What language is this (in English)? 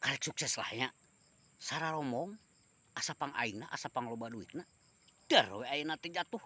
Sundanese